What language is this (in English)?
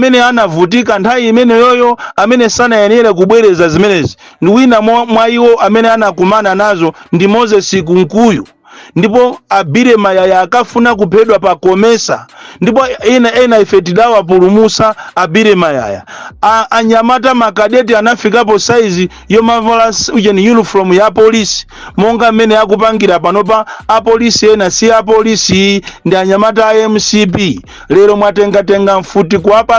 Nyanja